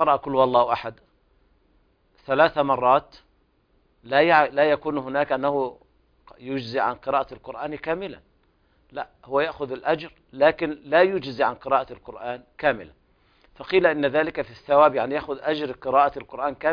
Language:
Arabic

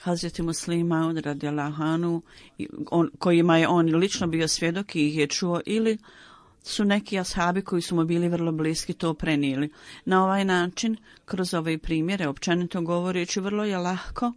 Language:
Bosnian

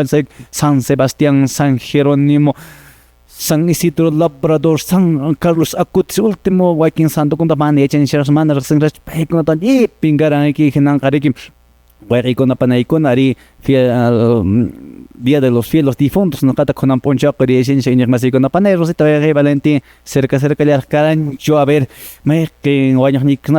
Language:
Quechua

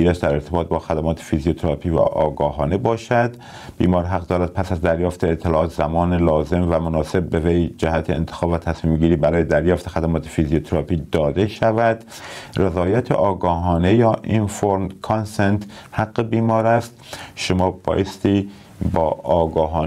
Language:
Persian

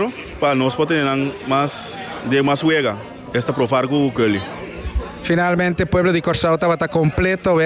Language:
Papiamento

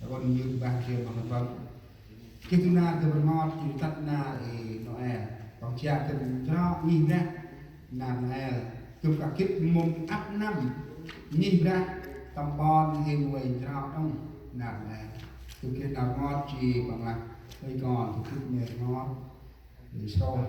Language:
Central Mnong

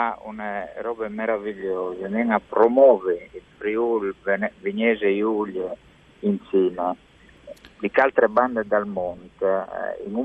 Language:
Friulian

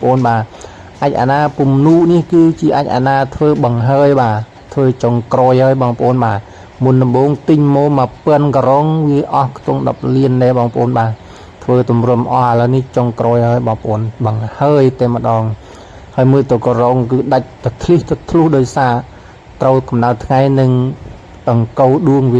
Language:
Khmer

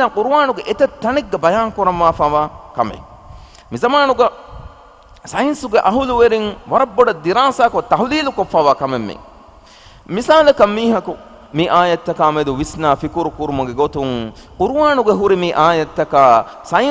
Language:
Divehi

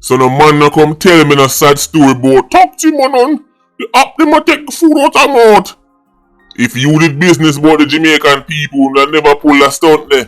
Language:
Jamaican Creole English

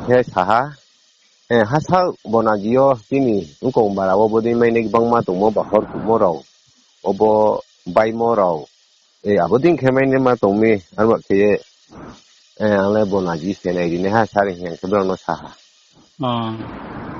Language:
Riang (India)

